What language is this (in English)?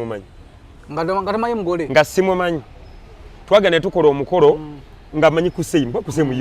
Ganda